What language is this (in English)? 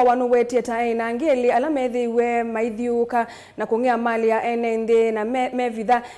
Kamba